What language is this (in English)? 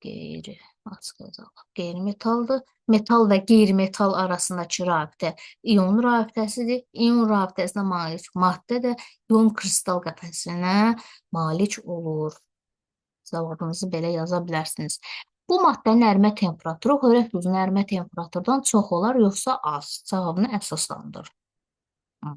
Azerbaijani